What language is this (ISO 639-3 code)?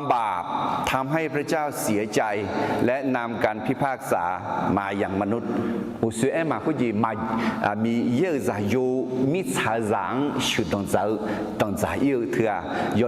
ahk